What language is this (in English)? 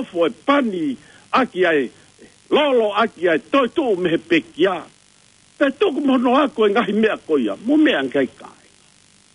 Tongan